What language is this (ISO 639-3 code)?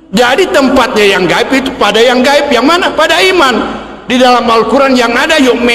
bug